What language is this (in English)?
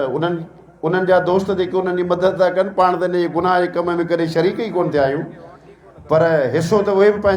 Sindhi